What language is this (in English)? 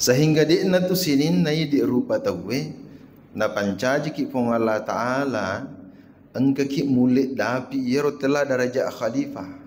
Buginese